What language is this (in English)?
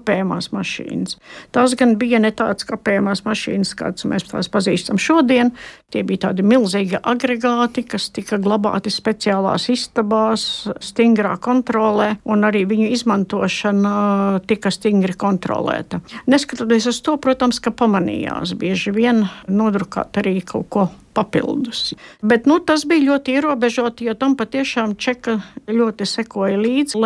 Latvian